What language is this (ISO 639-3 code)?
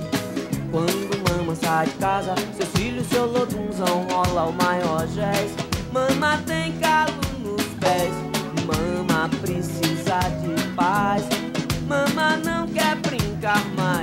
por